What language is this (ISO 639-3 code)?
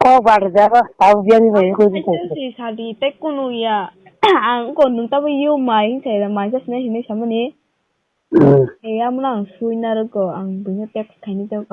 trp